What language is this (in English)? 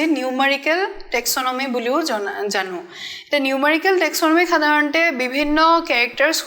Assamese